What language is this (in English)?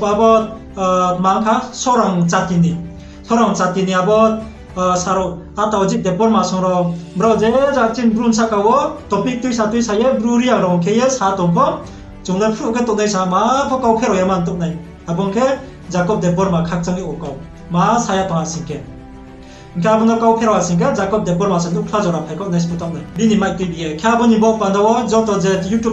Riang (India)